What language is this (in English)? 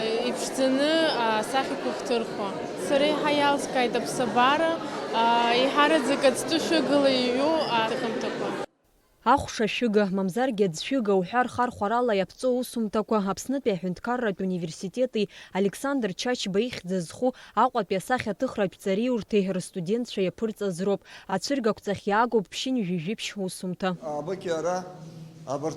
Abkhazian